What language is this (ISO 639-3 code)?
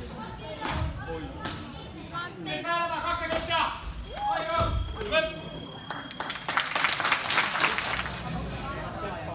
fin